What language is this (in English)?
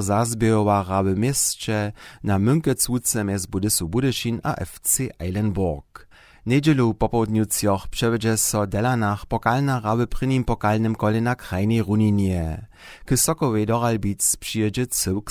Upper Sorbian